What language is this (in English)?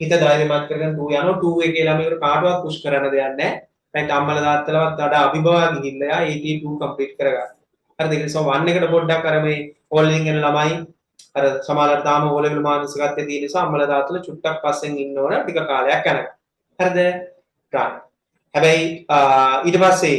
Sinhala